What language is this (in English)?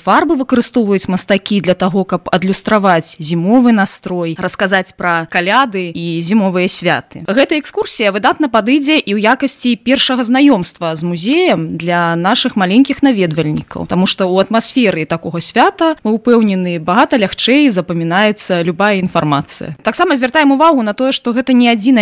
Belarusian